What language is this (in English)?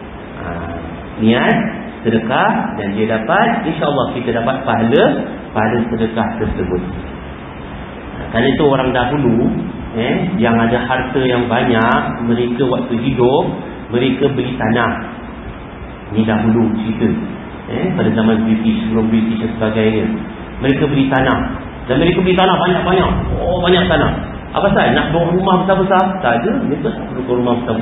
Malay